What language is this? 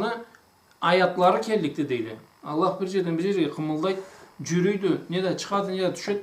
Karachay-Balkar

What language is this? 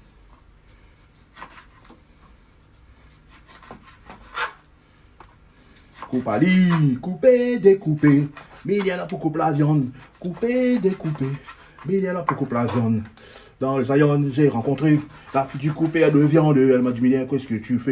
Réunion Creole French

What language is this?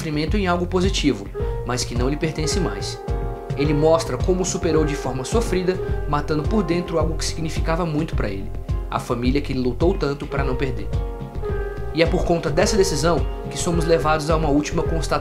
Portuguese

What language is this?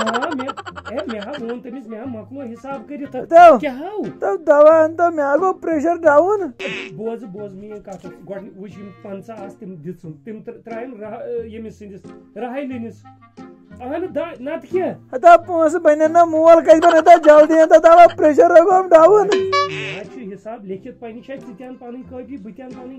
Kashmiri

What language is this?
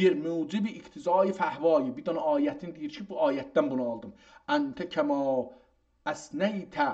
South Azerbaijani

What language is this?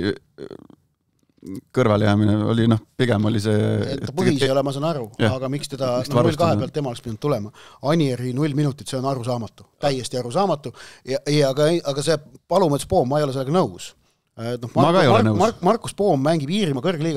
Estonian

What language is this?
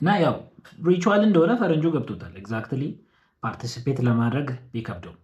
Amharic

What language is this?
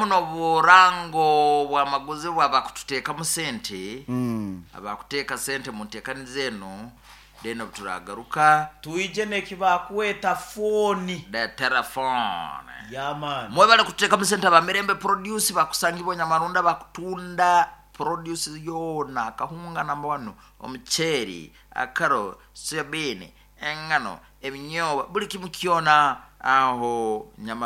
Nyoro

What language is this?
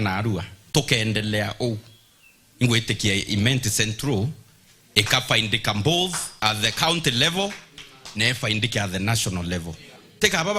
Meru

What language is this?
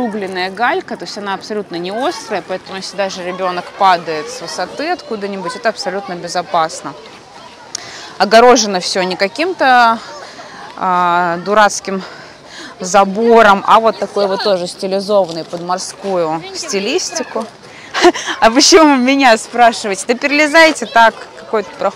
Russian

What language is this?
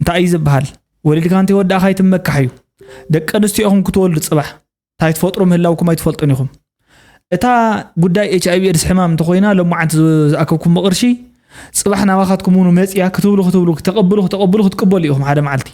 Tigrinya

